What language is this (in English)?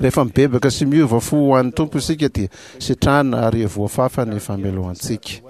Malagasy